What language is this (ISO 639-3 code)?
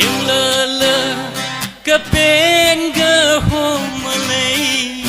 nmf